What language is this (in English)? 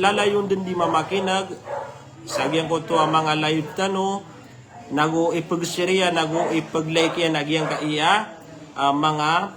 Maranao